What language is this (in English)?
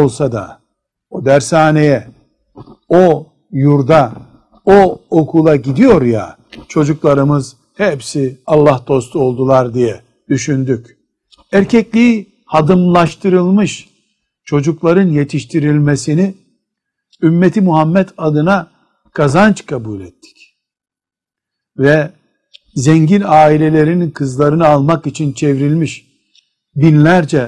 Turkish